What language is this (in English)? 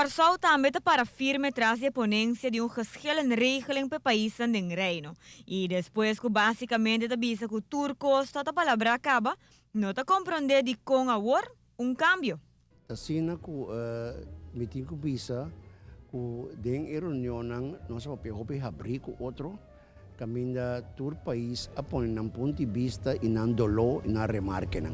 Papiamento